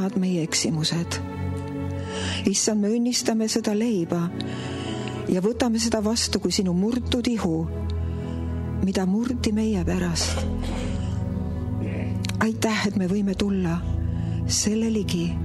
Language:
Estonian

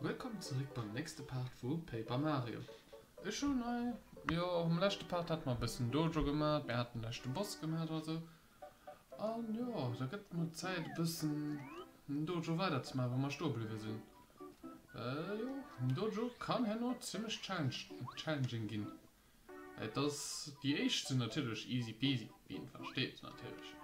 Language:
Luxembourgish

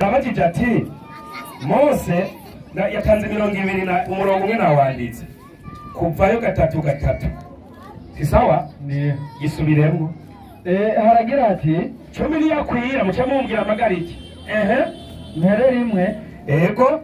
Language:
Rundi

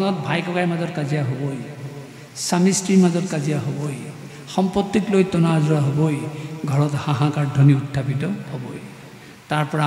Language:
Assamese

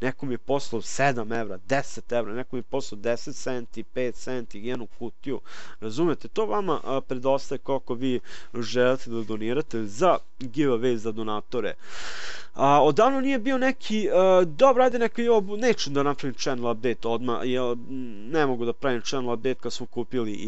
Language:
Serbian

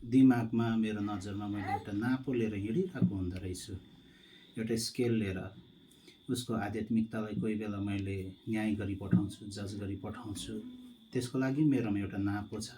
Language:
Nepali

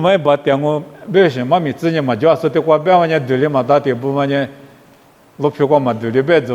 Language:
Lisu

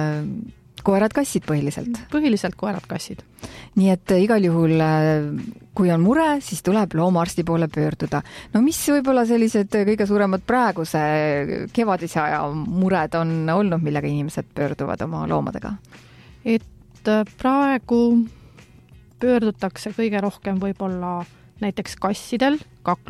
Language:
Estonian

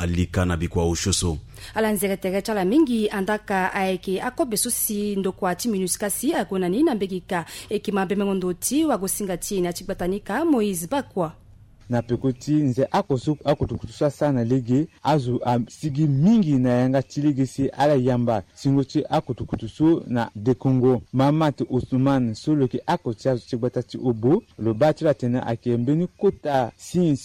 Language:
Sango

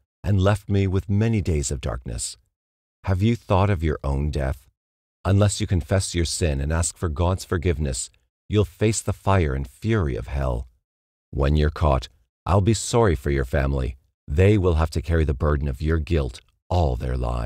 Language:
English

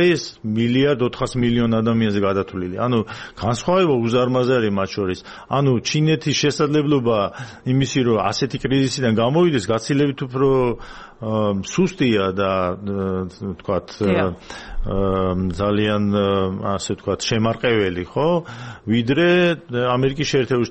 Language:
Georgian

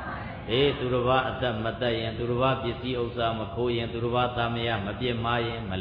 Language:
Burmese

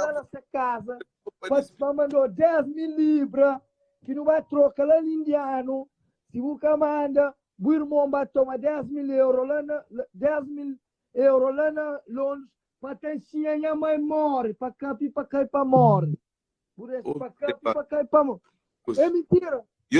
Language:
Kabuverdianu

